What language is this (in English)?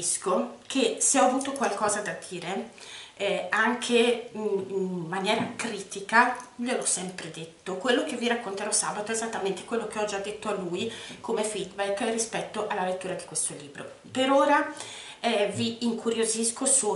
Italian